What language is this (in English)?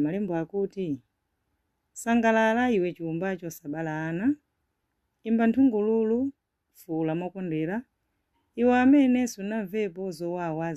Nyanja